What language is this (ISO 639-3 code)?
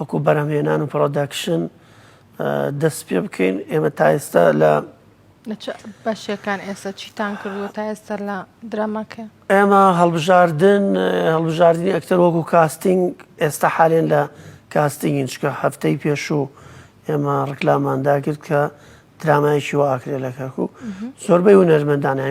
ckb